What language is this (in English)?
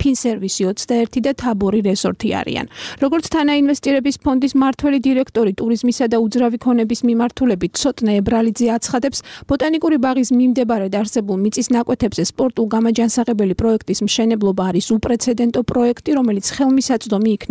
Georgian